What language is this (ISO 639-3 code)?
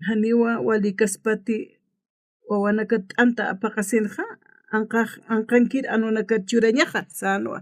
aym